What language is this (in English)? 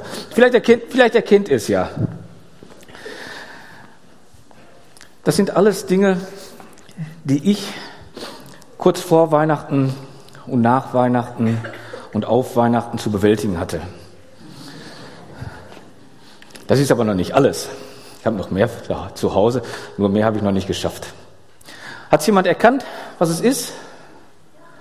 German